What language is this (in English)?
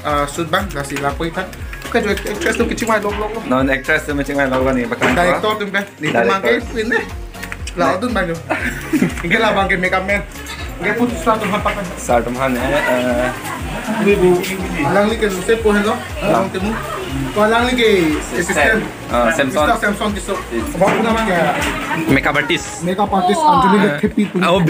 Karbi